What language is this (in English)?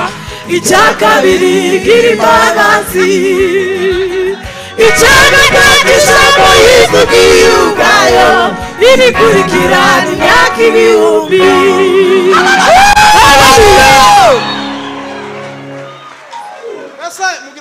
Kinyarwanda